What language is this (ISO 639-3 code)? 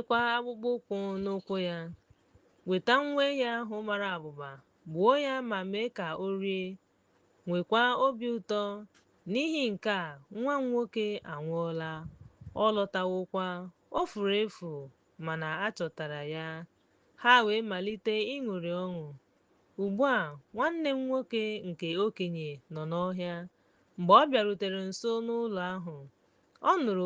ibo